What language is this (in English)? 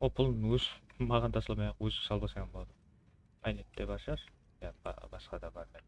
Kara-Kalpak